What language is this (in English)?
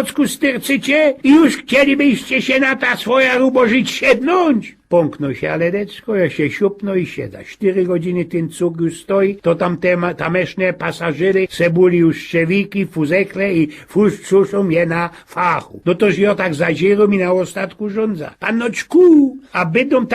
Silesian